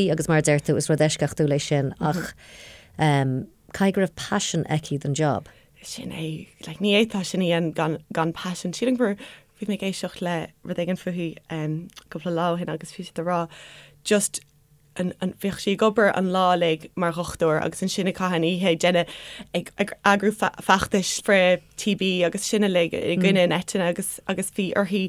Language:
Irish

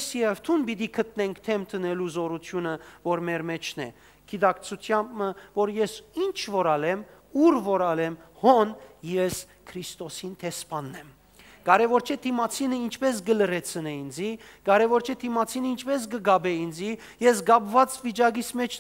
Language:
Western Armenian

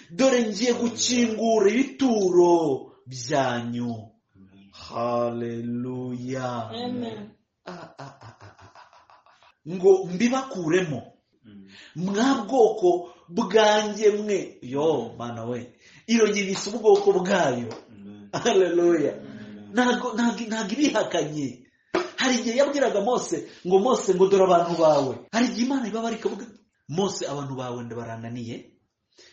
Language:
Kinyarwanda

